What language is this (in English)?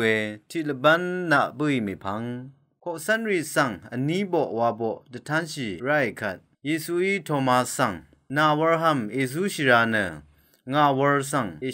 Rawang